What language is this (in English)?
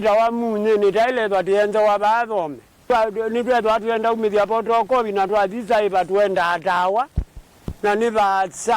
Kamba